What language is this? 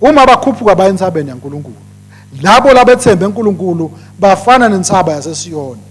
Swati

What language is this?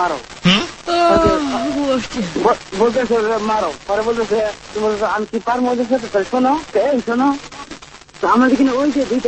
Bangla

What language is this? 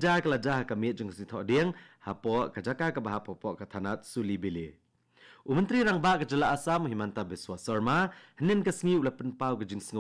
Khasi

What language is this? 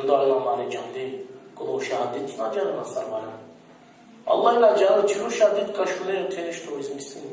Balkan Romani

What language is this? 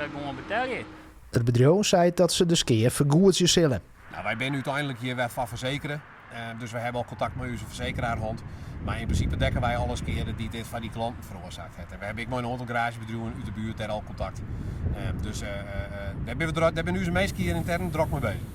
Western Frisian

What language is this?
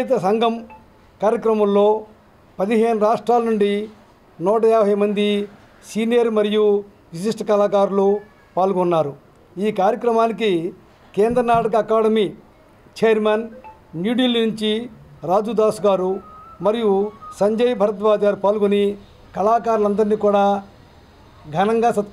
Telugu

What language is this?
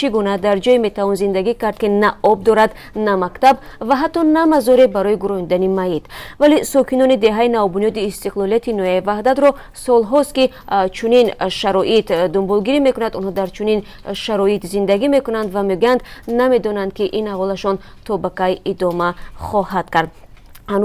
Tajik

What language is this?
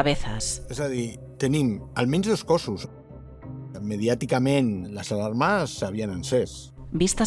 Catalan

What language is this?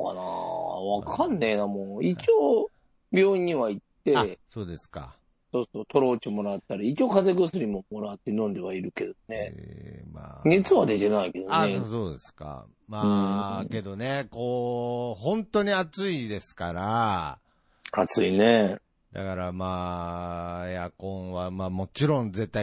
Japanese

